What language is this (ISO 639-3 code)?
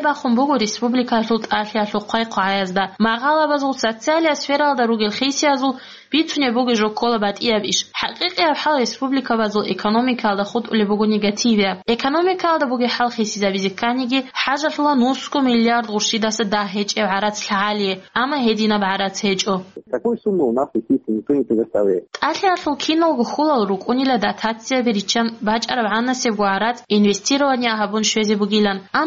ava